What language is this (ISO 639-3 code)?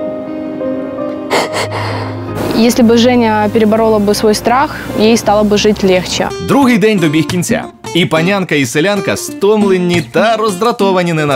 ukr